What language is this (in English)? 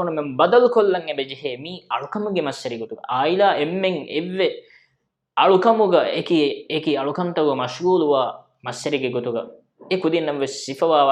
Divehi